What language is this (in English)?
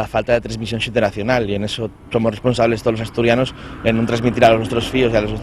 Asturian